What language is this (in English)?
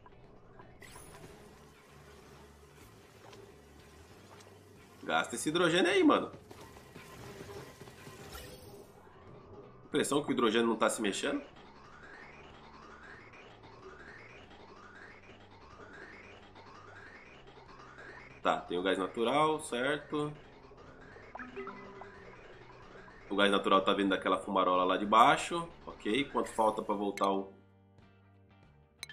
Portuguese